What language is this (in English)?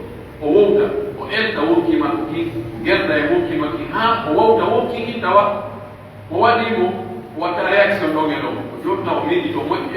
Pular